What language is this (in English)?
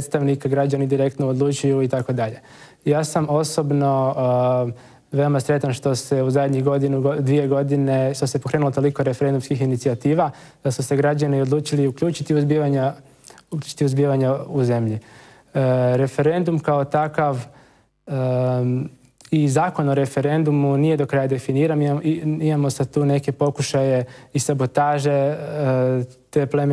Croatian